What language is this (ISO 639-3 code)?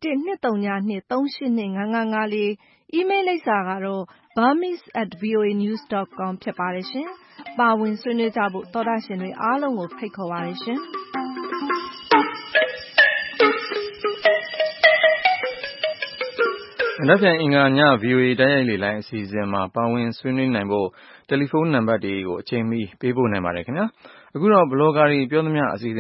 mya